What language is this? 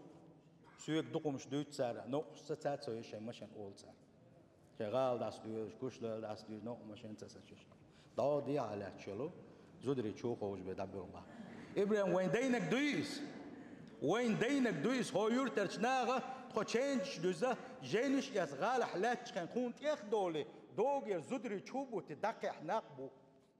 Chechen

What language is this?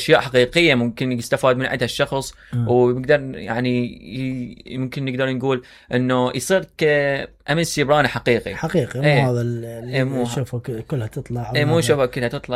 Mesopotamian Arabic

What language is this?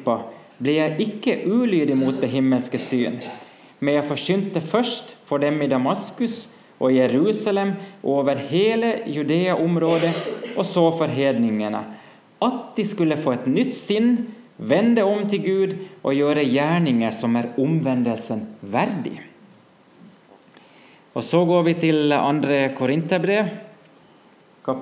Norwegian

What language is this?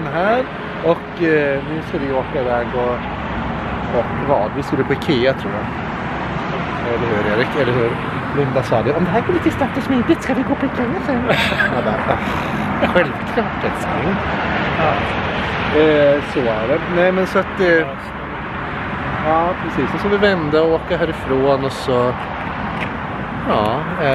Swedish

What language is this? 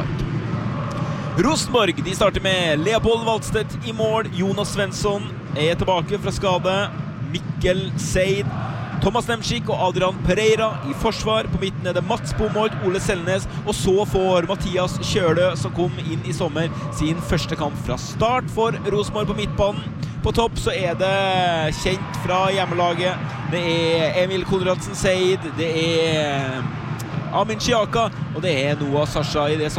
Norwegian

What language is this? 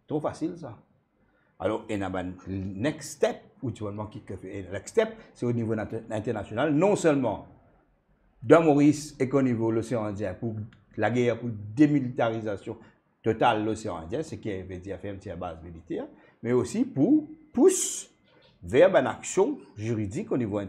Morisyen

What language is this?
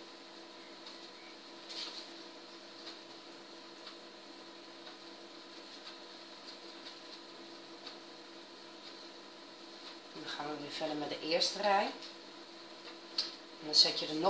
Dutch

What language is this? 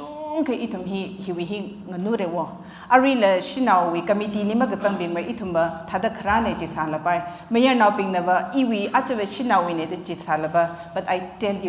Tangkhul Naga (India)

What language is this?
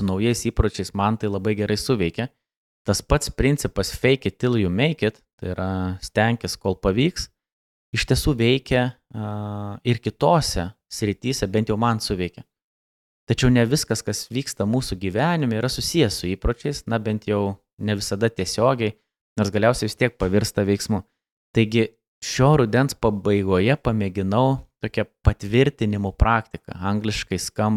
Lithuanian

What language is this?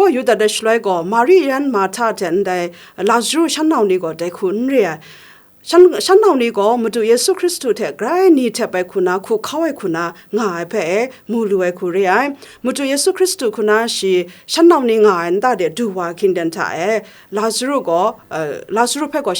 Kachin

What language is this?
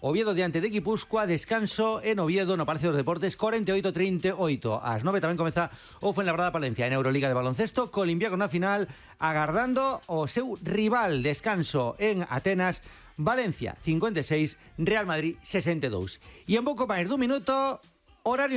Galician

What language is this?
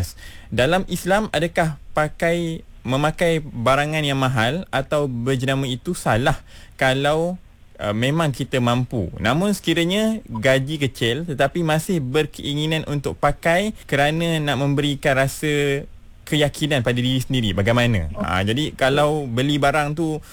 Malay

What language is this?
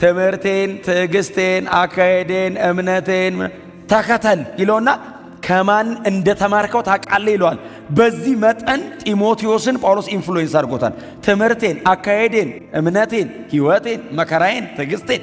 Amharic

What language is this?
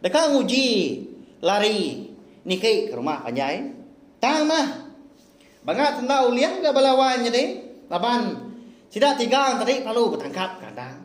Iban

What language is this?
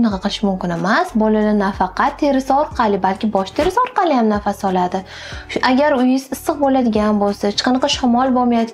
Uzbek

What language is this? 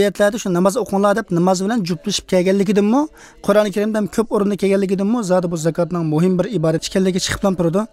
Uyghur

